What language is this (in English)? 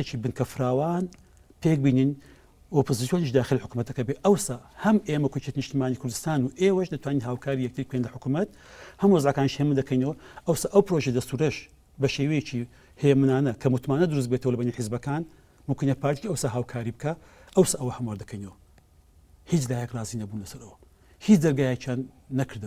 Central Kurdish